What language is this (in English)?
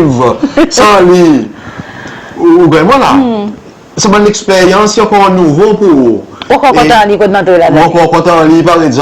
Seselwa Creole French